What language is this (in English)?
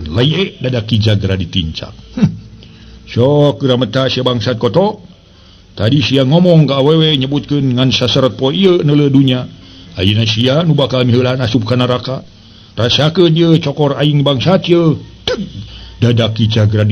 Sundanese